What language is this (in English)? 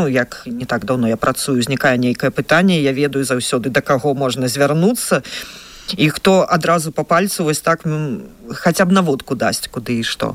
Belarusian